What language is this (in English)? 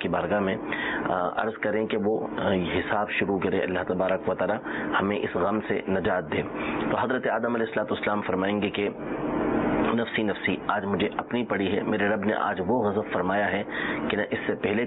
Urdu